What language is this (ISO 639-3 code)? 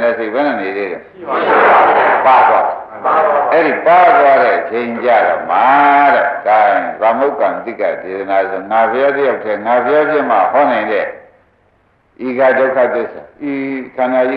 mya